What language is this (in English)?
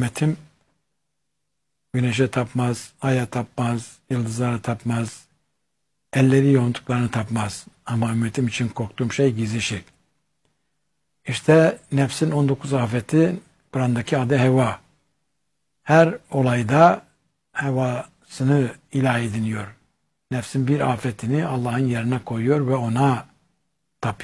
Turkish